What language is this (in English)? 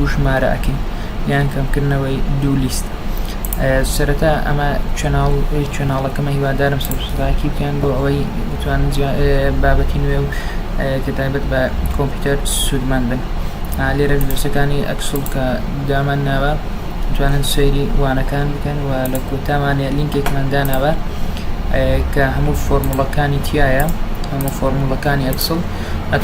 Central Kurdish